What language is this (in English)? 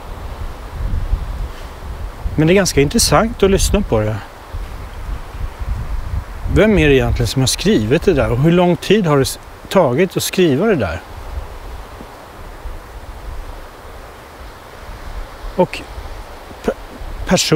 Swedish